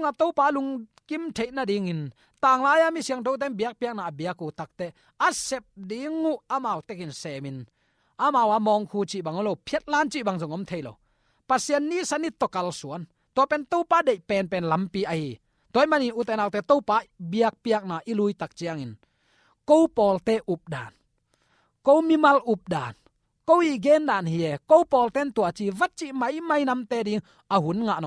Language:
Tedim Chin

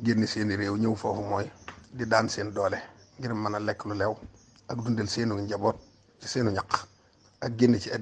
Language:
Wolof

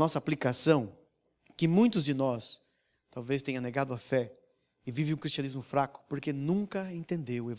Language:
Portuguese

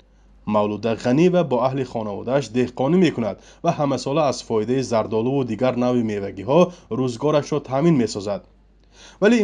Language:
Tajik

